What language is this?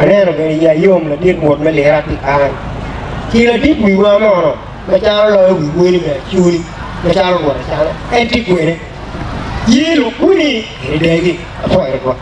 Acoli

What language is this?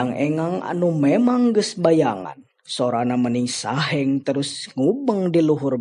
Sundanese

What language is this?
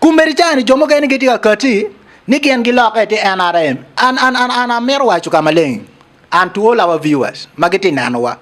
Acoli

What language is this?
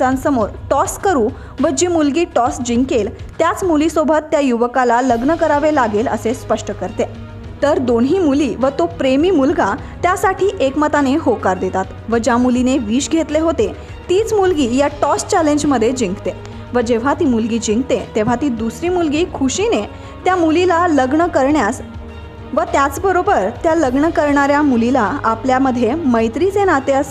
Marathi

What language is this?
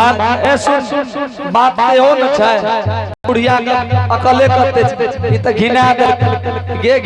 Angika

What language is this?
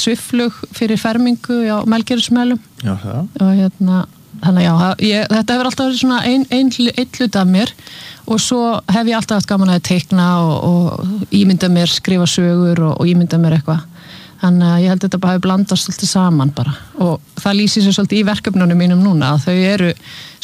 Icelandic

